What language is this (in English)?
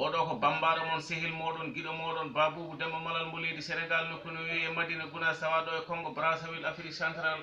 Fula